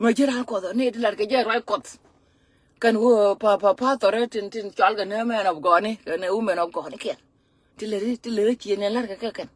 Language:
Nuer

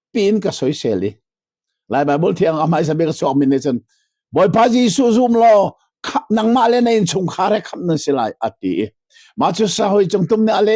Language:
Hakha Chin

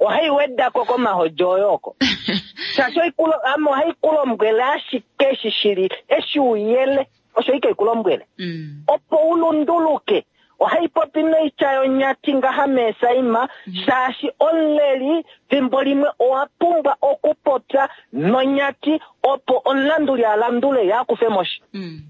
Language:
Kuanyama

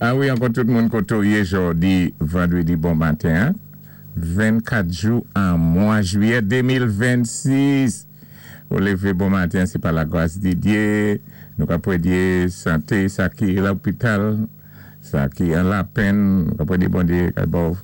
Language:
Saint Lucian Creole French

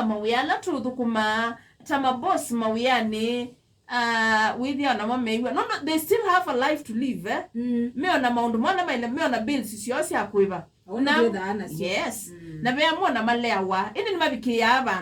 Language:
Kamba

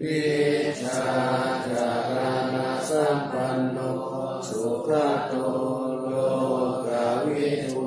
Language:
Pali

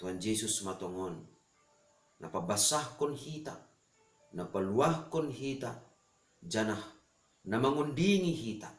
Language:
Batak Simalungun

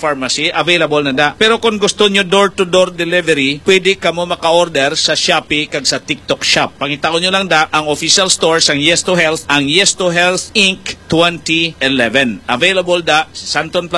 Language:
Hiligaynon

